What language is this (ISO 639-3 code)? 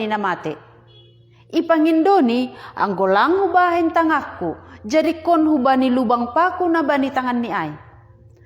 bts